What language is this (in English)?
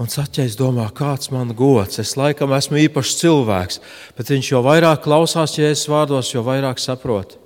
Latvian